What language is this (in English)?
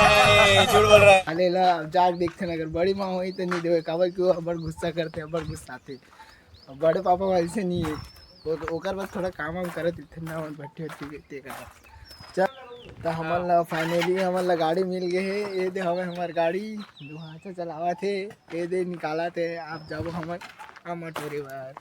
Chhattisgarhi